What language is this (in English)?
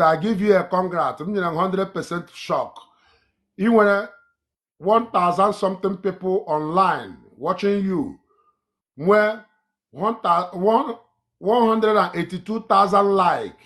Igbo